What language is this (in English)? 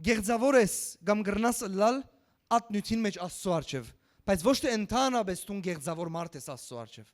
Western Armenian